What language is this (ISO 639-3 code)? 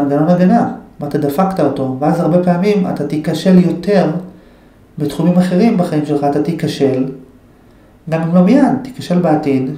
heb